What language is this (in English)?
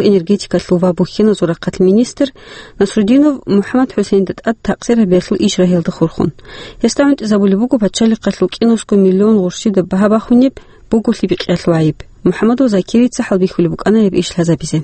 Avaric